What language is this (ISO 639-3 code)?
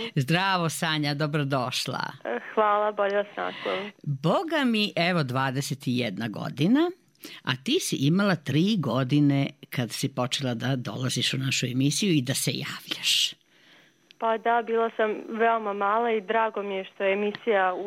srp